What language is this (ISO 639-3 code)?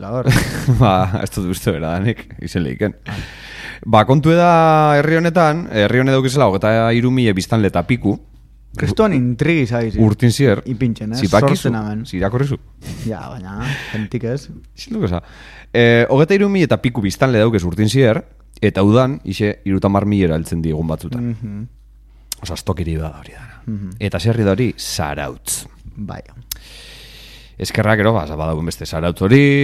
eus